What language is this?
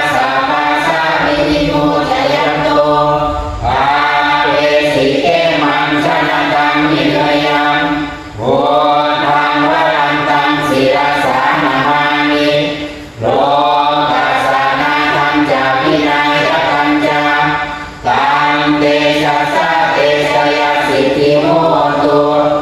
Pali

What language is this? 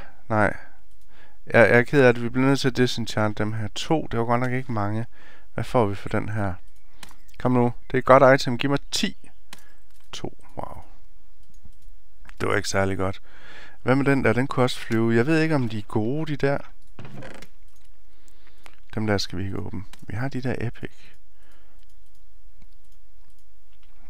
Danish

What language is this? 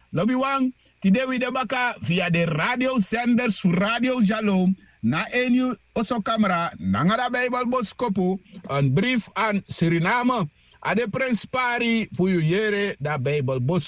Sranan Tongo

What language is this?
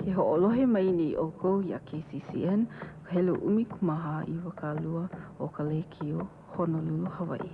Hawaiian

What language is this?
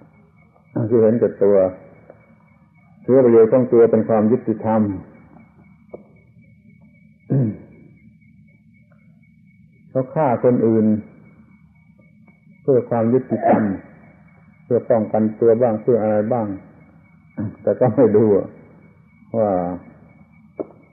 Thai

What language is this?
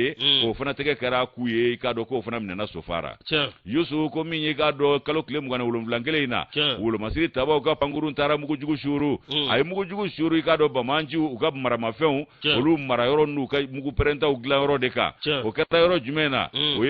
Bambara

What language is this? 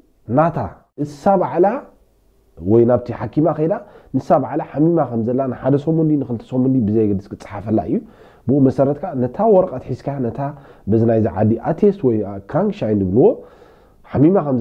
Tigrinya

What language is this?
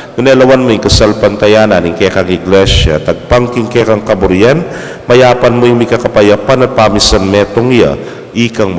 Pampanga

